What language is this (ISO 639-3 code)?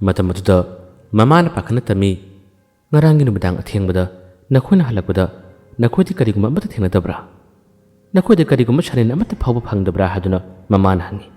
mni